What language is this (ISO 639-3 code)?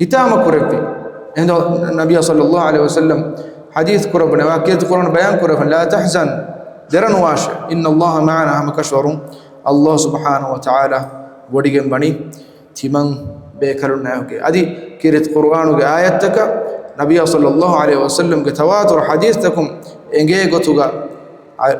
div